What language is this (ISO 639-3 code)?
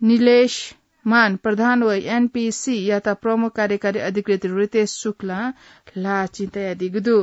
new